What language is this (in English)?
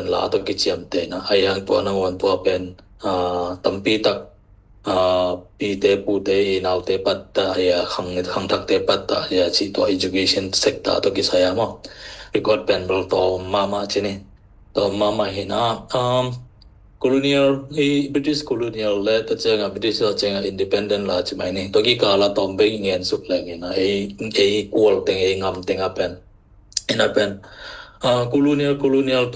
Tedim Chin